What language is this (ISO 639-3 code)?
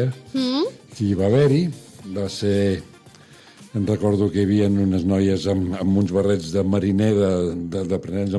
cat